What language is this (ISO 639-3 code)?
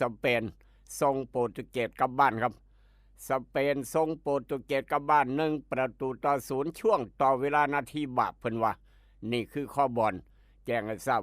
tts